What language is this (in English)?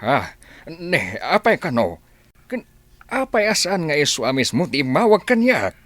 Iloko